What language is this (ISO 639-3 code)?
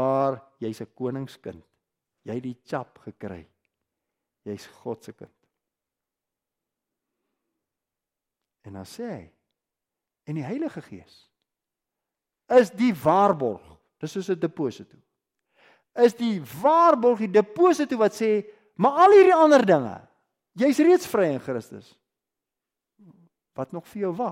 afr